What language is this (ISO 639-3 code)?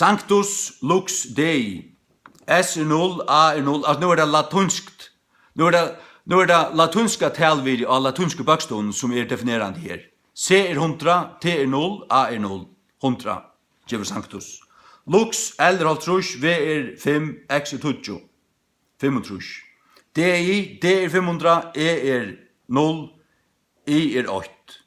fao